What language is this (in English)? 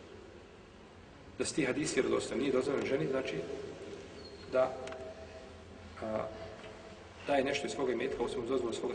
Bosnian